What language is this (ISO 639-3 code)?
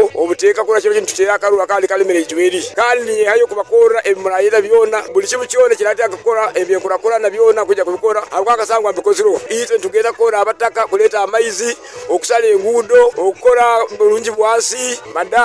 nyo